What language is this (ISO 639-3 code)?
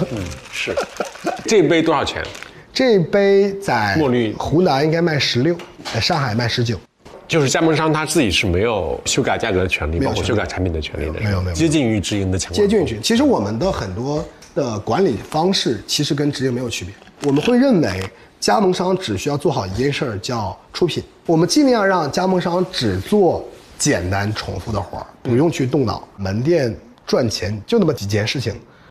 zho